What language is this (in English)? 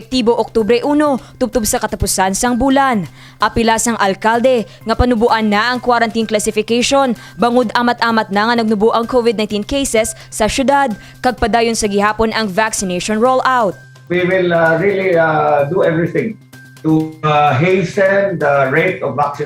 Hiligaynon